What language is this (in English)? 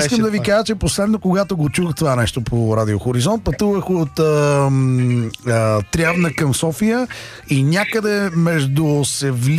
Bulgarian